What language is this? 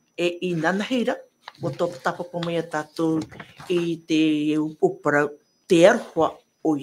Tahitian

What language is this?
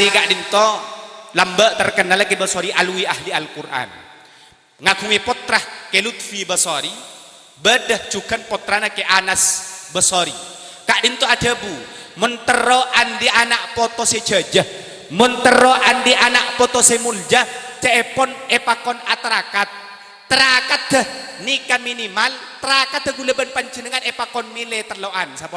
Madurese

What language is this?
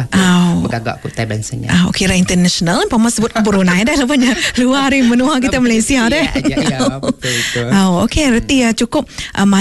Iban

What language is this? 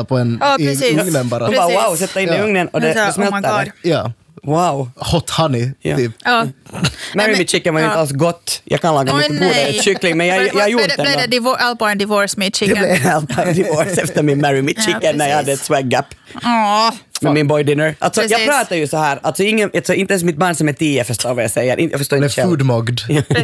Swedish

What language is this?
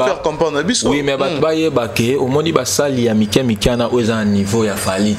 Lingala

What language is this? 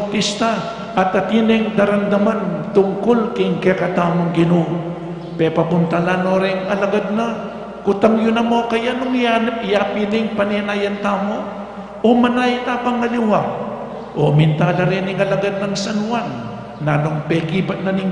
Pampanga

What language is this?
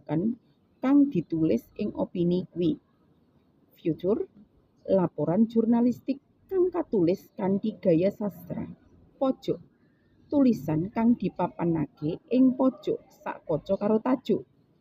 Javanese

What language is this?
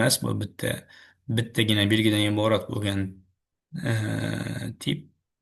Uzbek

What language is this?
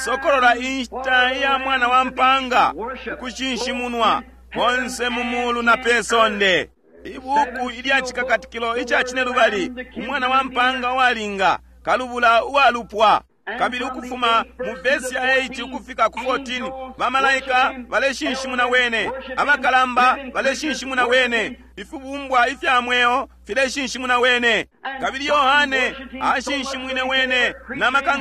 Bemba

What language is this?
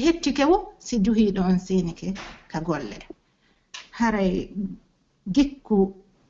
Pular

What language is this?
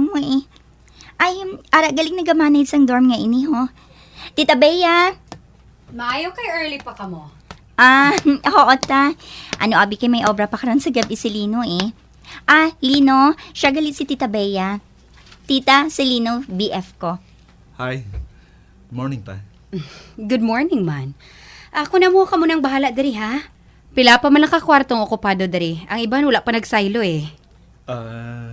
Hiligaynon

